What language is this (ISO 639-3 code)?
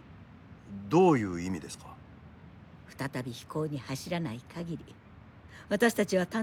jpn